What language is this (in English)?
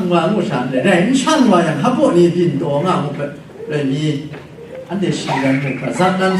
Kachin